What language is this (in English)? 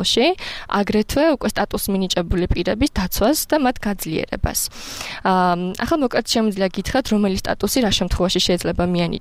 Georgian